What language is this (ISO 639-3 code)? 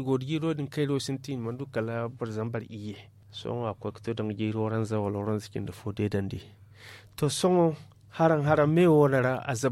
dje